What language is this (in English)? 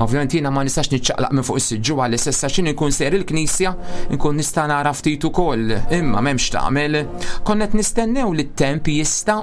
Maltese